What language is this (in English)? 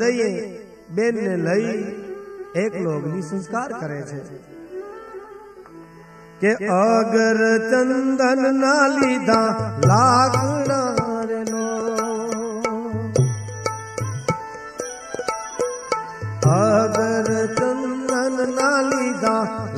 Gujarati